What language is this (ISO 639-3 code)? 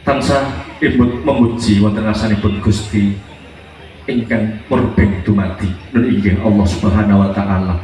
jav